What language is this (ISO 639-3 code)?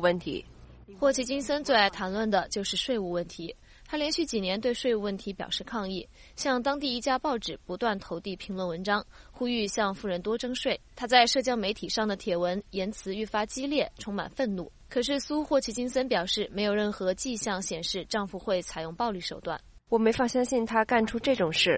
zho